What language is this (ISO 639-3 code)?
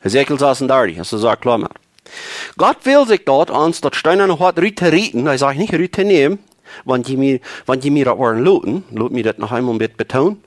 pdt